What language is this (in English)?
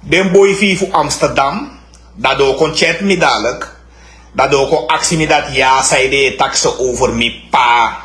Sranan Tongo